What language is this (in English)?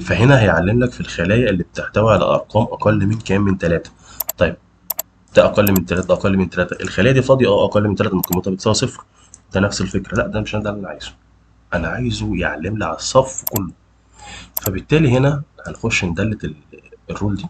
Egyptian Arabic